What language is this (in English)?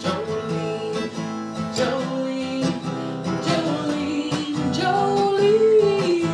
Western Frisian